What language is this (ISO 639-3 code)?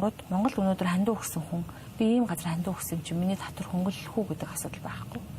mon